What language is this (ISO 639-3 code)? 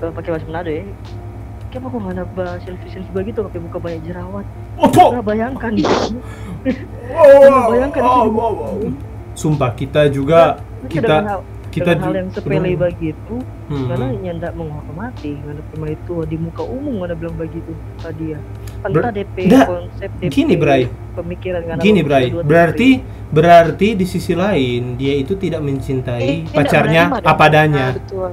xmm